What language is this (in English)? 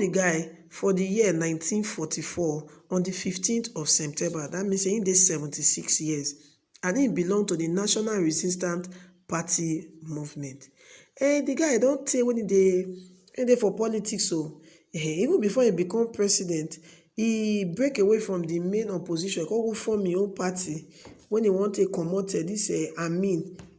Nigerian Pidgin